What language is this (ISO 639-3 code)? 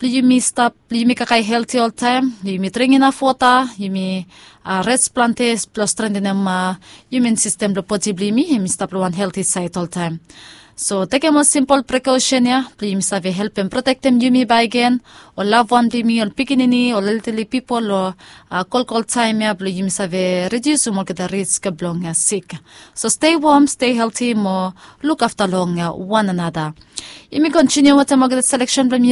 bis